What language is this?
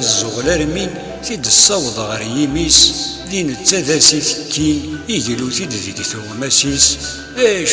Kabyle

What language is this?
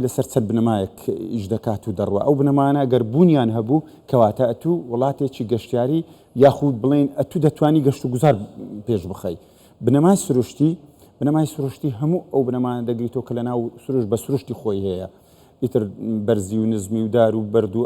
Central Kurdish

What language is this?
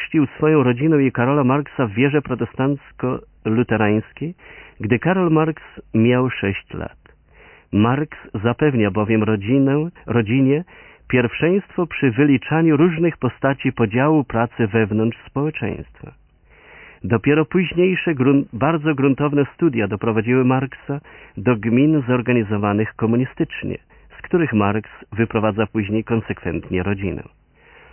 Polish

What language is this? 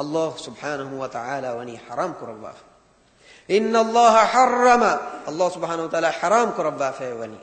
Divehi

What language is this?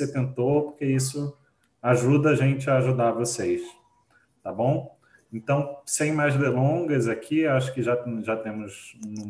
Portuguese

